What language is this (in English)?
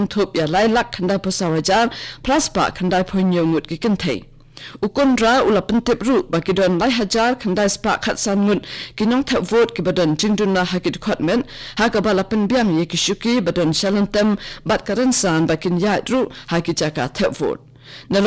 Khasi